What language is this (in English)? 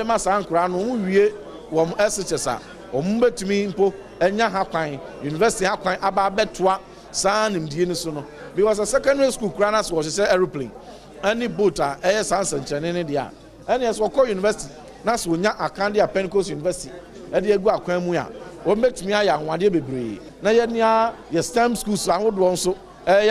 Akan